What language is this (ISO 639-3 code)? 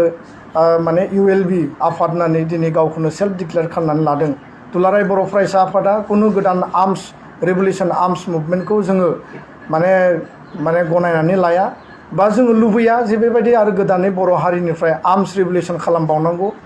brx